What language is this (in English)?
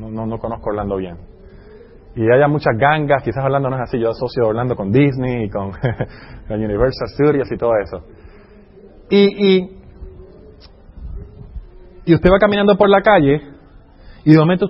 Spanish